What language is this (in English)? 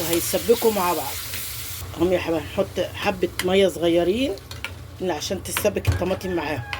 Egyptian Arabic